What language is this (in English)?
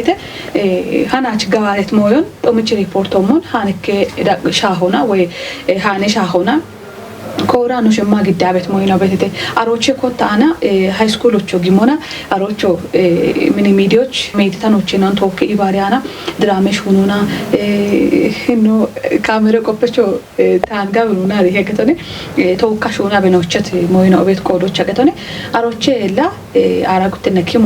Kafa